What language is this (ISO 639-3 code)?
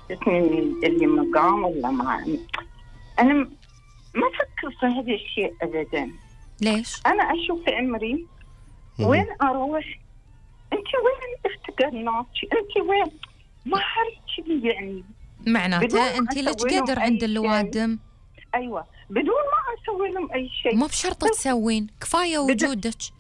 afb